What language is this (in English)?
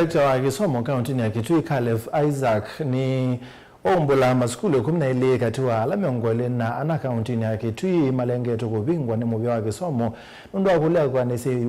Kamba